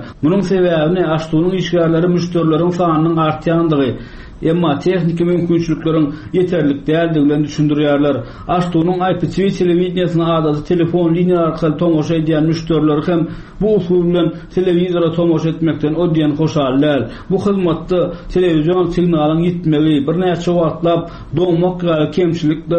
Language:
Turkmen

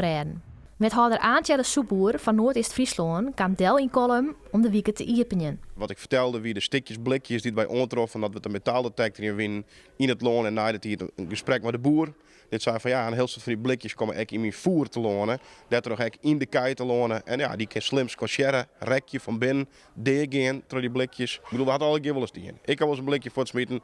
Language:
Western Frisian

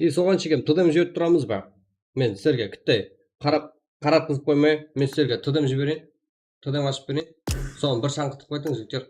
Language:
Kara-Kalpak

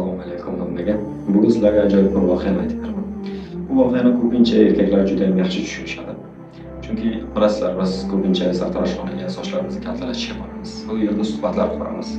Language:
Uzbek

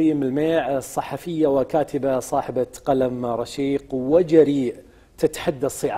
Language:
Arabic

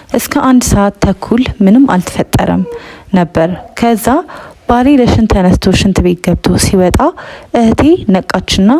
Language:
Amharic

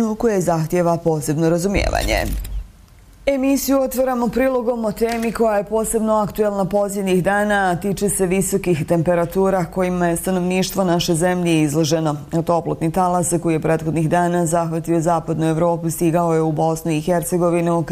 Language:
Bosnian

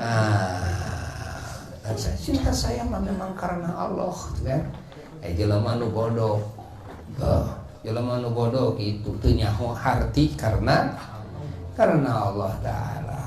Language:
Sundanese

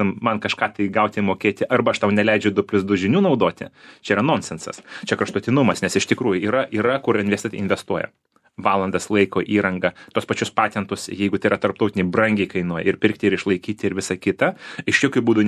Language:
Lithuanian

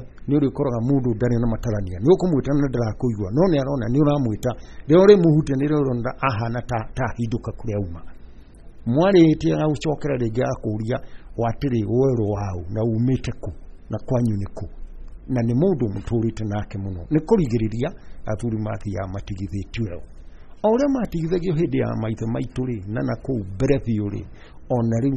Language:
Kikuyu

